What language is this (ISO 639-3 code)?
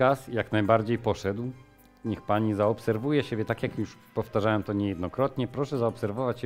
pol